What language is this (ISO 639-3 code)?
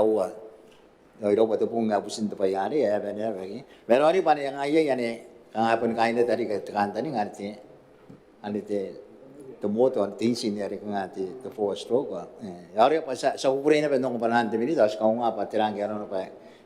gil